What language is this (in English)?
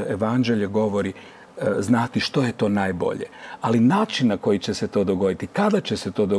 Croatian